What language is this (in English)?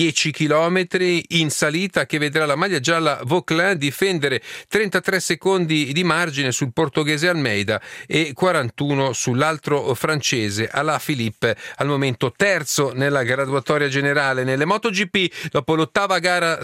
Italian